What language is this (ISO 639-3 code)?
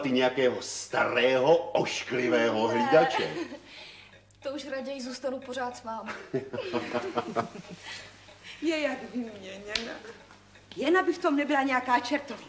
ces